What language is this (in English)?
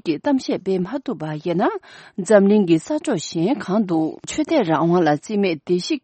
Tibetan